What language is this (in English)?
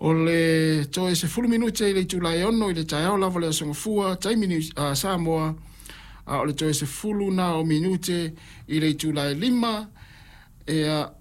Samoan